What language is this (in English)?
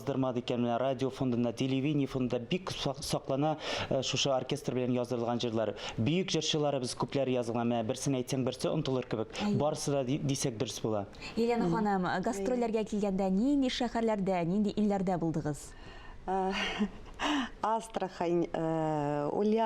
Tatar